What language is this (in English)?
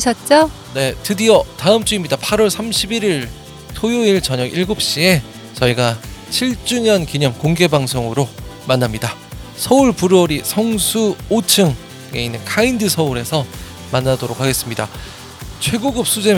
Korean